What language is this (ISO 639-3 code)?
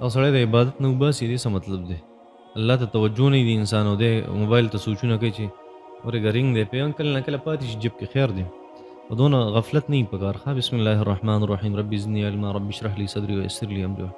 pus